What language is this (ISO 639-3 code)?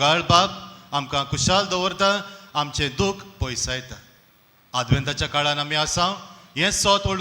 kok